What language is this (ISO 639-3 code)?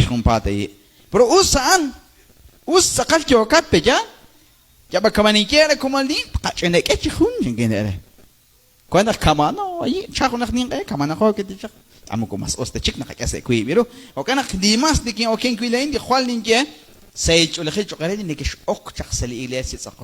kek